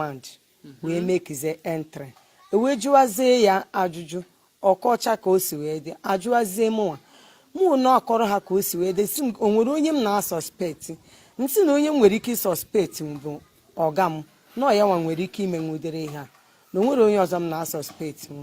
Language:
Igbo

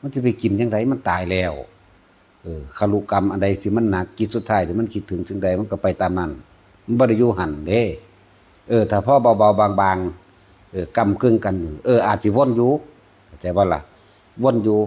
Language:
Northeastern Thai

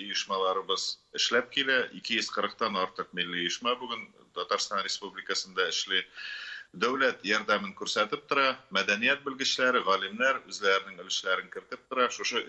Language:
Tatar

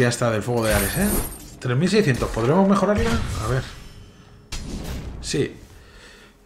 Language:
Spanish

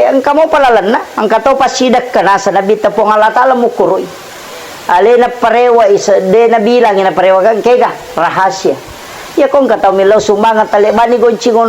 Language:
Buginese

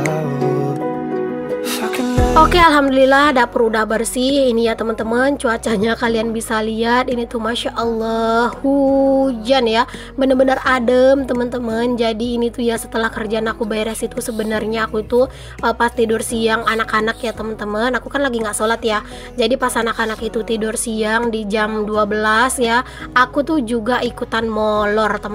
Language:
Indonesian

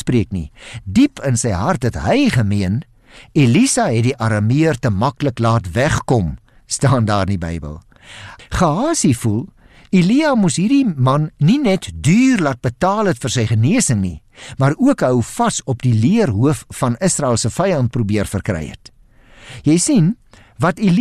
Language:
Afrikaans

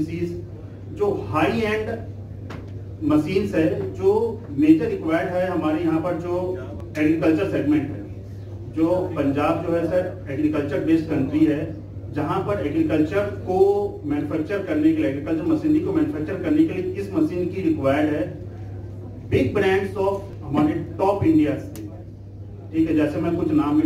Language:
Punjabi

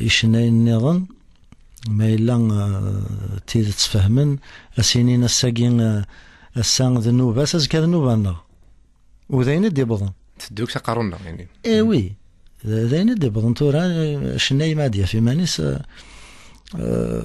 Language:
Kabyle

